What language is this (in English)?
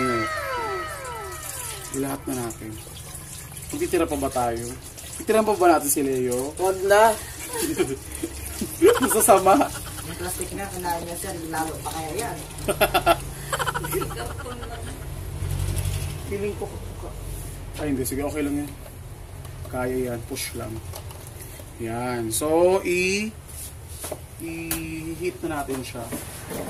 Filipino